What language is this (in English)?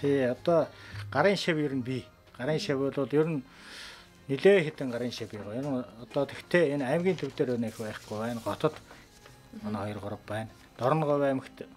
Mongolian